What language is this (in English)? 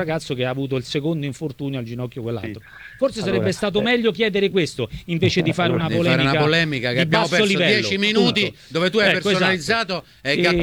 Italian